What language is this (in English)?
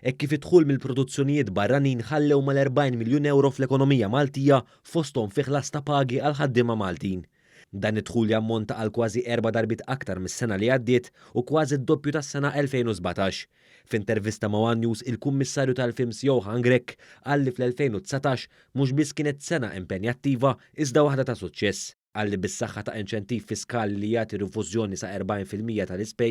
Maltese